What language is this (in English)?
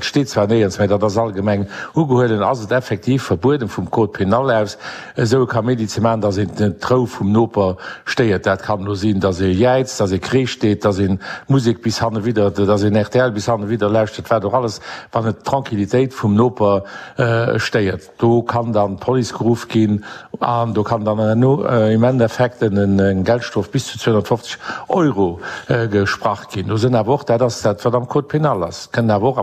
Luxembourgish